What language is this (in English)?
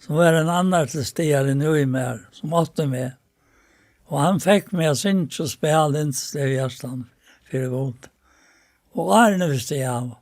Faroese